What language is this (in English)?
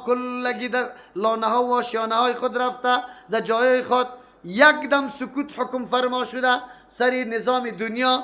Persian